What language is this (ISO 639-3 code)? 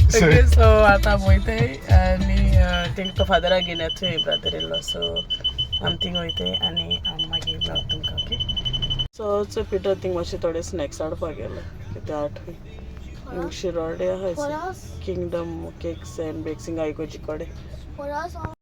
kok